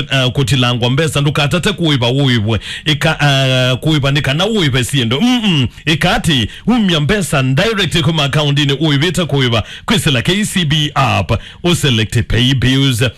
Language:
Kamba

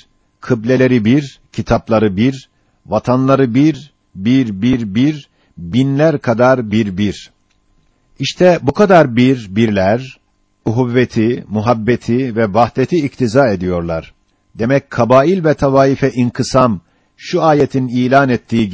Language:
Turkish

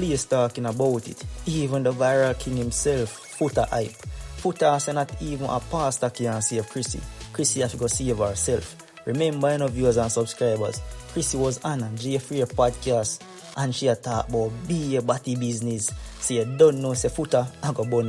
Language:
Jamaican Creole English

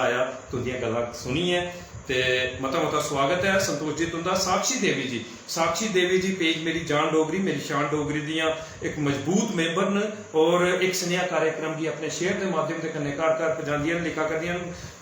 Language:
Dogri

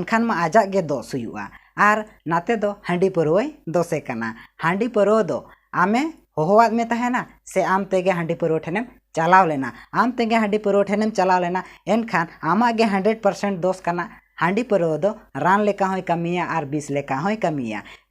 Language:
Santali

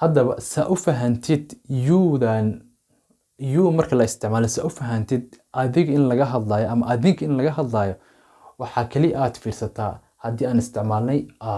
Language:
Somali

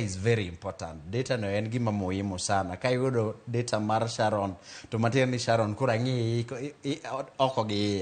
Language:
Luo (Kenya and Tanzania)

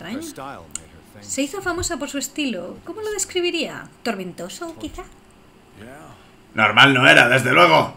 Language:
Spanish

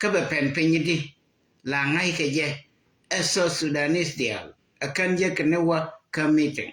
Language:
Nuer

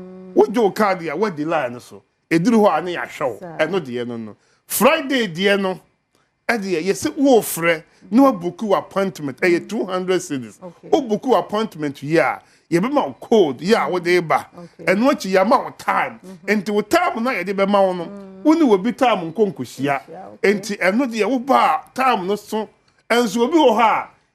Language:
Akan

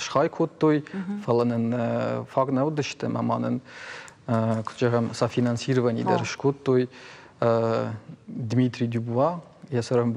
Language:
Ossetic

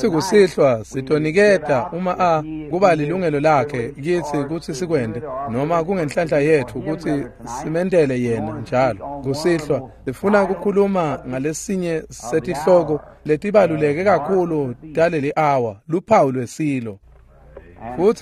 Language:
Swati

